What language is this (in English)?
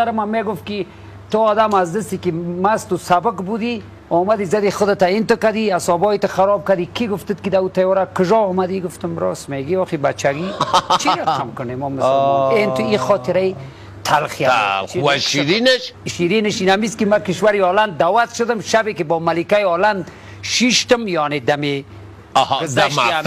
Tajik